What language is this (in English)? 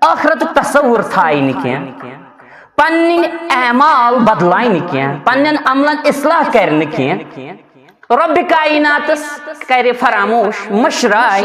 Kashmiri